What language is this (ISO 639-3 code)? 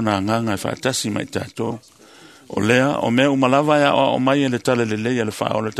smo